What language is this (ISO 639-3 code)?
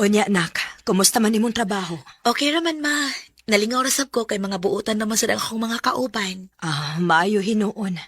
ceb